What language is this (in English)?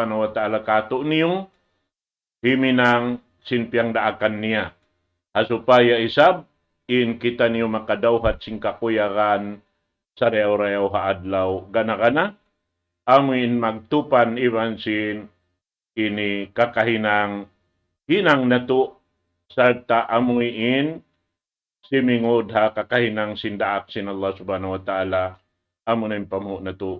Tausug